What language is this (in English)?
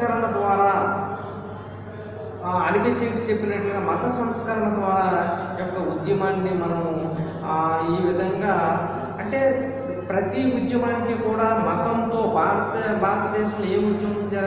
Telugu